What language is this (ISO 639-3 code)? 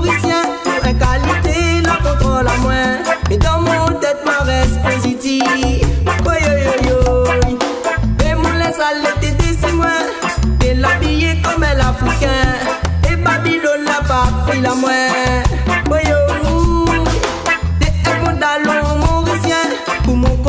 rcf